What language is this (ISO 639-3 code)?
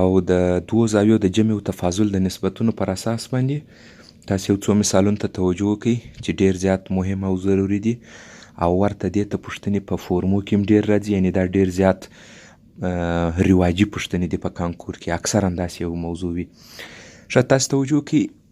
pus